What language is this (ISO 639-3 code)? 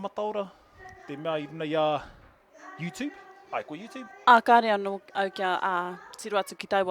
mri